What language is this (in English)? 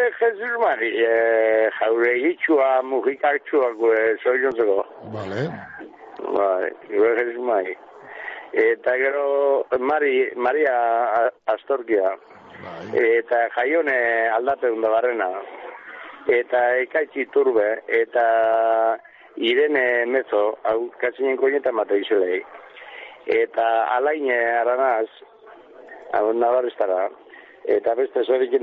Basque